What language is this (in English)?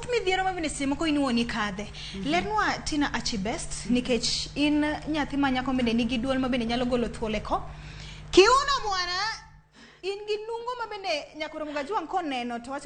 Luo (Kenya and Tanzania)